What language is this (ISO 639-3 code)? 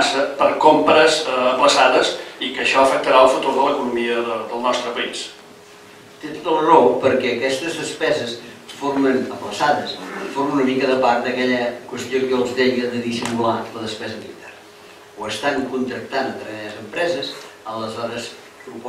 cat